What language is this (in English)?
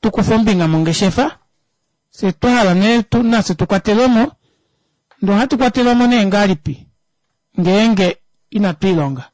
Kuanyama